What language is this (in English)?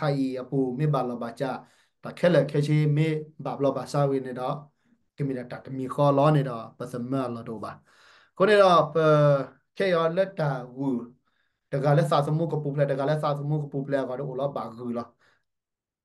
S'gaw Karen